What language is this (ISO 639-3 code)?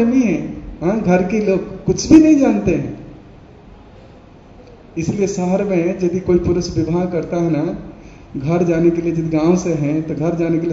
hin